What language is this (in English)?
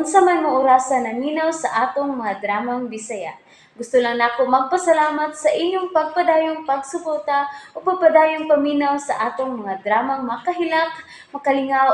Cebuano